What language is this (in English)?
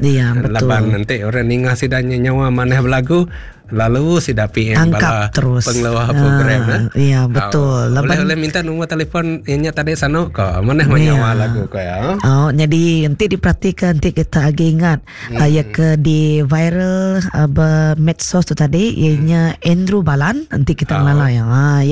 Iban